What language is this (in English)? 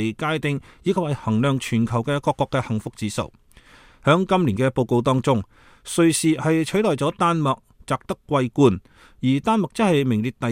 Cantonese